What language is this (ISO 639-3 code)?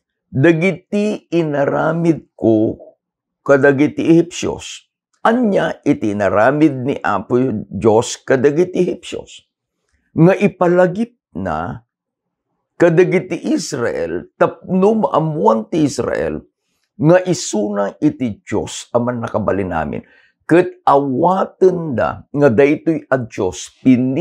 ilo